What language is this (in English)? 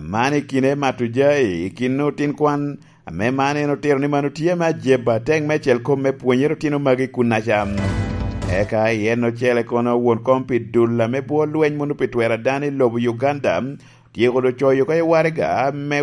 Lango (Uganda)